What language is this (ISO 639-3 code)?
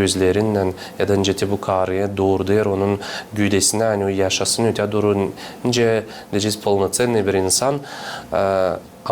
gag